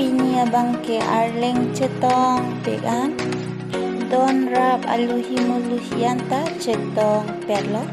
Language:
Karbi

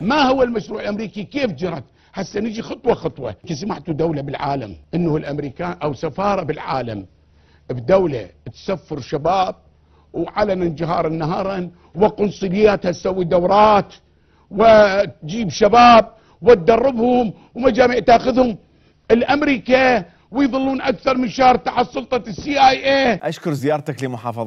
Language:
Mesopotamian Arabic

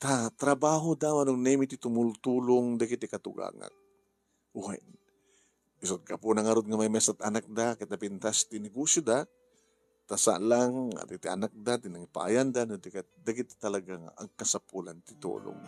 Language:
Iloko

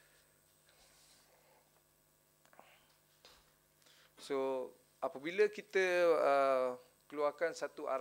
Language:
Malay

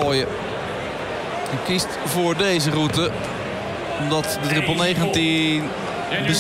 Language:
Dutch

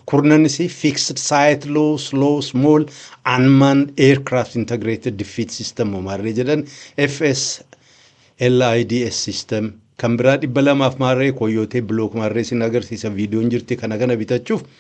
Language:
Oromo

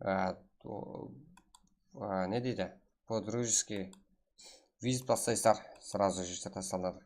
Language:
Kara-Kalpak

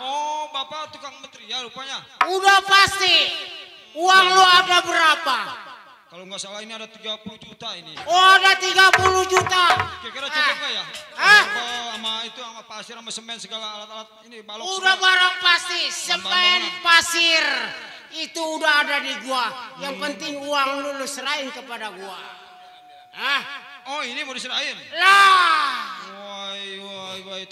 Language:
Betawi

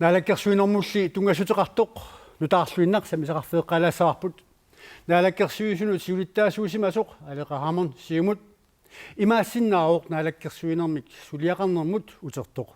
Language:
Kalaallisut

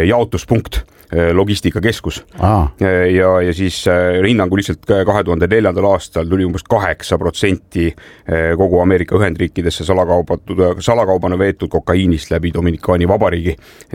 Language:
Estonian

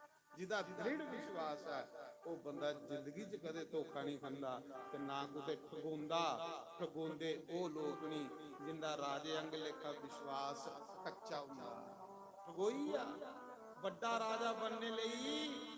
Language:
Dogri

